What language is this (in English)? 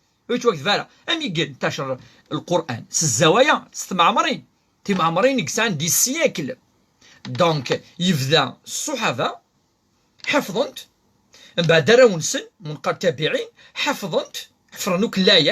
Kabyle